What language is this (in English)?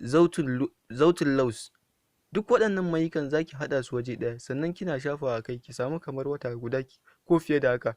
Hausa